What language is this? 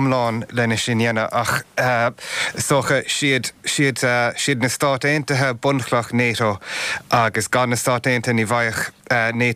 Irish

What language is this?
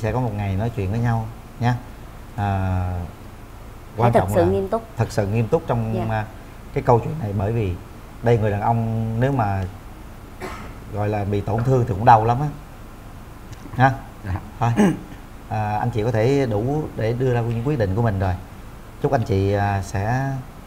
Vietnamese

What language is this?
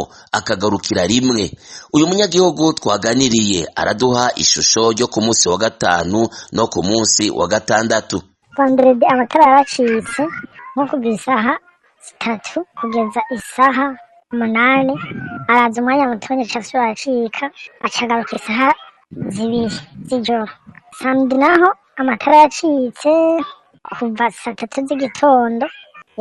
Rundi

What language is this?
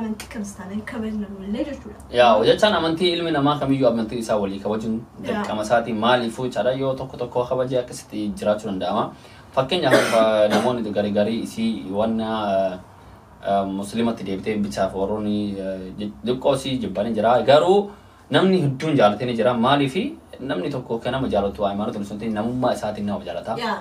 Oromo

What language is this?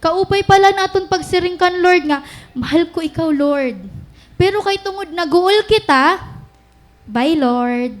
Waray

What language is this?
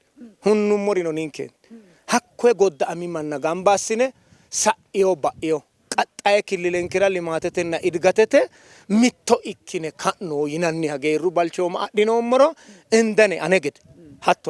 Sidamo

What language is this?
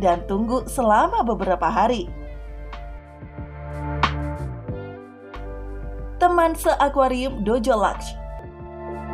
Indonesian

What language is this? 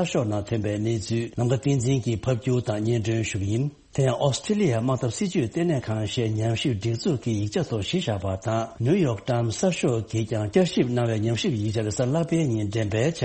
Tibetan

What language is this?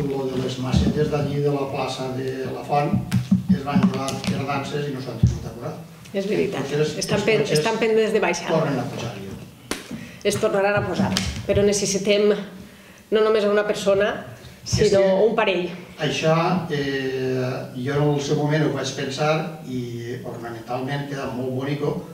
Catalan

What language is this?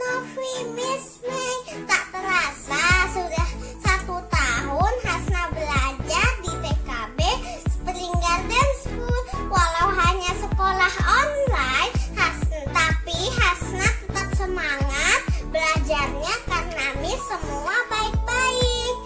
Indonesian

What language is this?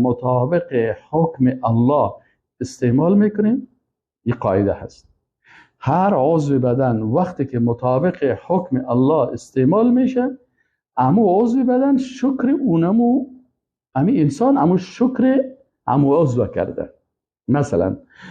Persian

